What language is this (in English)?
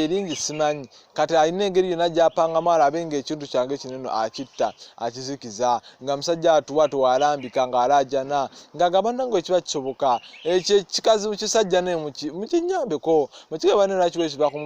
Ganda